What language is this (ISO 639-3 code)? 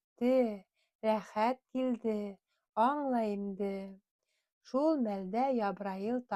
bak